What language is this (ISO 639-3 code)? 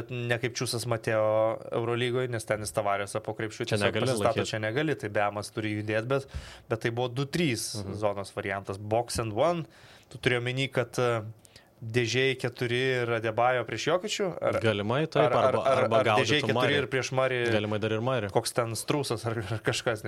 lit